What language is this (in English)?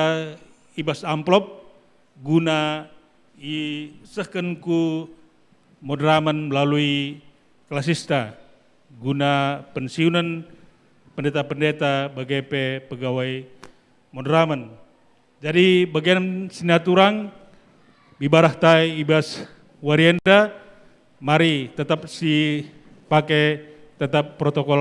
Batak Karo